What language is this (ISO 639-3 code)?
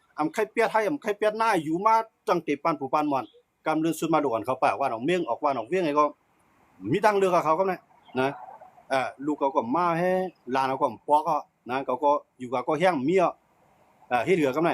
shn